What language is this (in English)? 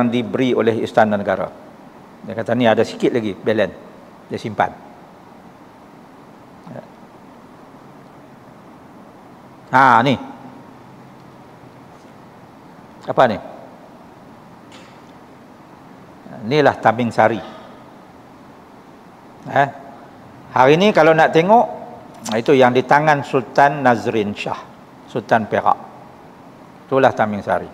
Malay